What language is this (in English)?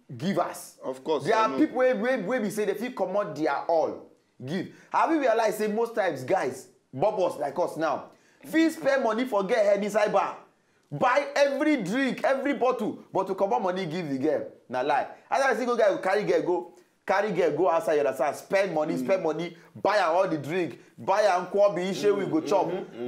Nigerian Pidgin